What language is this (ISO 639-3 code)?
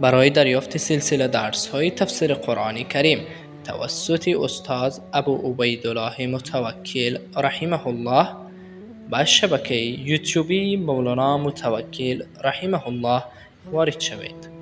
fas